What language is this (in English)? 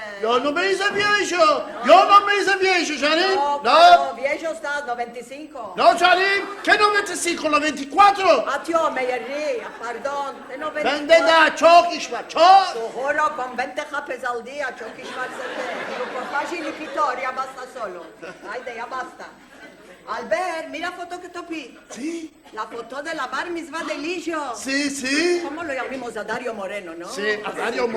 Ladino